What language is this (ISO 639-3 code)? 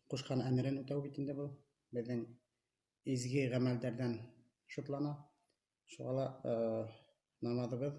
bak